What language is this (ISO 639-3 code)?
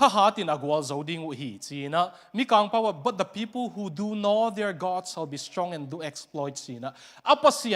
ctd